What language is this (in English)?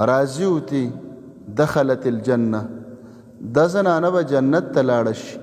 Pashto